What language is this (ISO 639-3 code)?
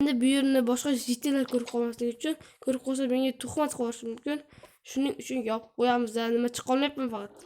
uzb